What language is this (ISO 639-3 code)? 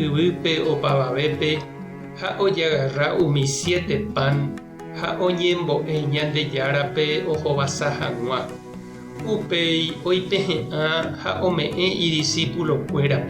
grn